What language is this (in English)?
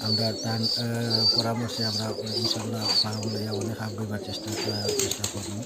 Sylheti